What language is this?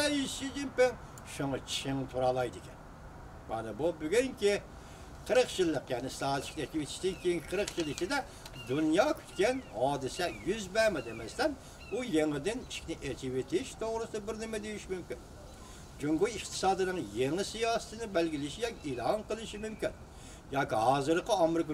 Uyghur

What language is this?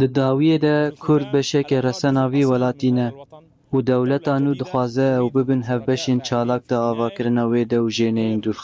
Kurdish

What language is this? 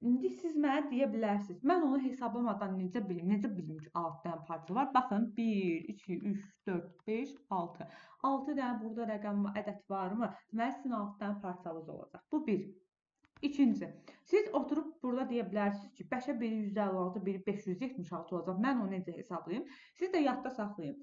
Azerbaijani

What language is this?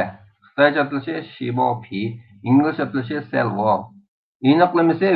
Uyghur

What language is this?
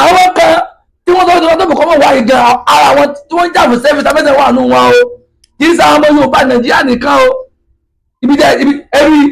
Yoruba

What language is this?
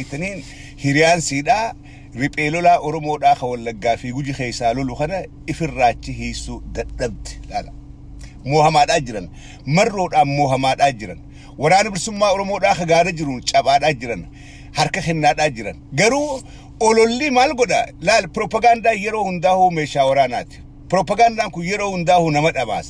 Oromo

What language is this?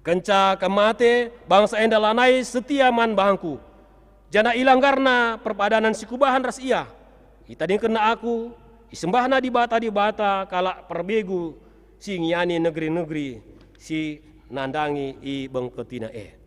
Batak Karo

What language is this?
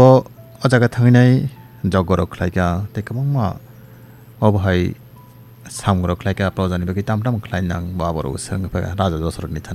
Kok Borok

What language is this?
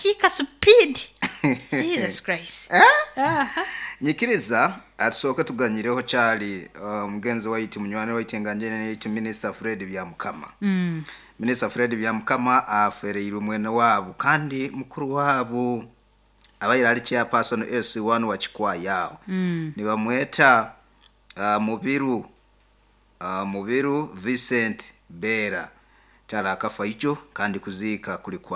Nyoro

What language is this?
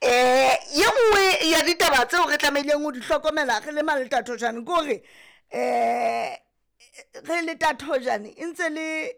Southern Sotho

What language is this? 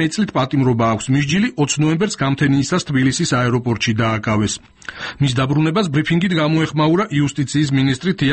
Georgian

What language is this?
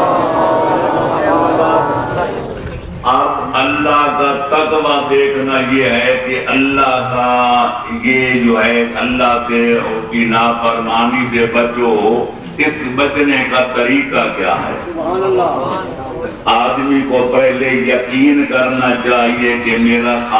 Urdu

